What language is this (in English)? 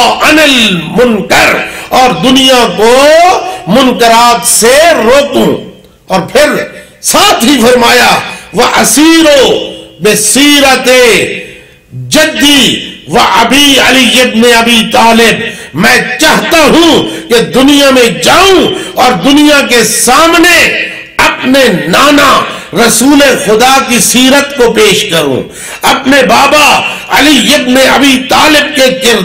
Urdu